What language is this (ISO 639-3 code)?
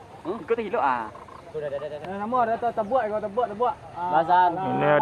min